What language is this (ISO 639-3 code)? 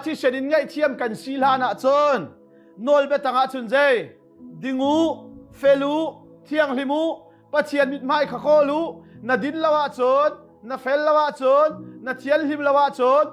cnh